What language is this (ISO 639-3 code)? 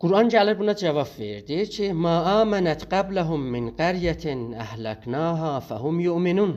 azb